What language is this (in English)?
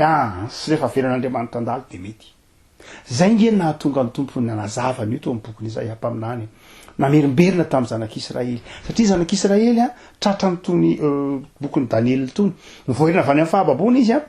Malagasy